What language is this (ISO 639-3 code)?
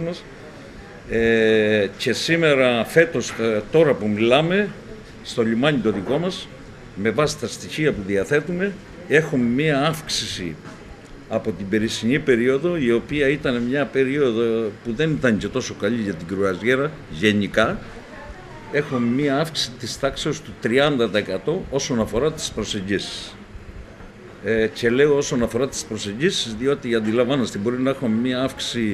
ell